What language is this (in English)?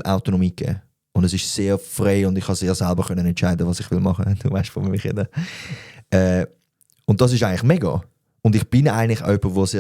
Swiss German